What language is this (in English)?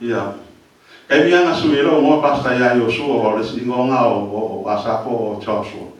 Samoan